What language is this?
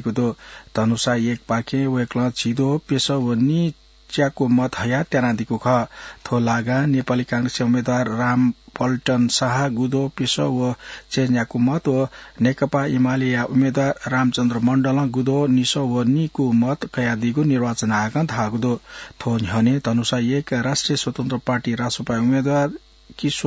Newari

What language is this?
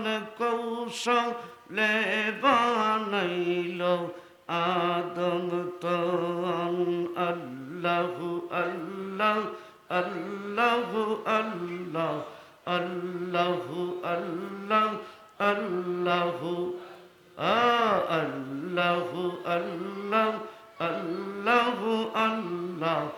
Sylheti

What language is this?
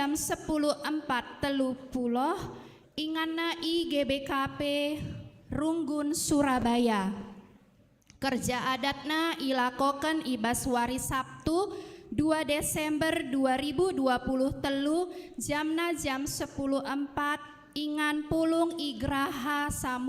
Batak Karo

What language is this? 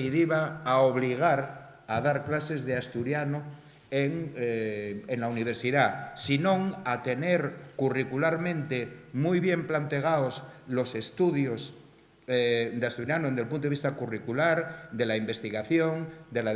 Asturian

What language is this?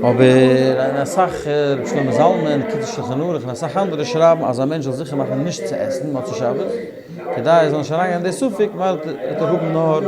Yiddish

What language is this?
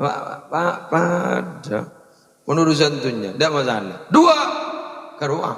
Madurese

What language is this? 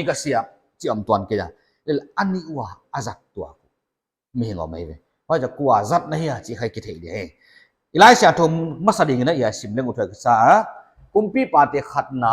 Paite Chin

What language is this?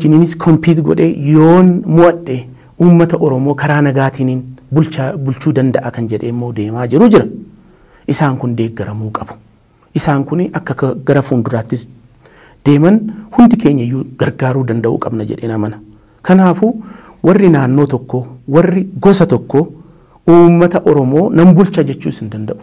Oromo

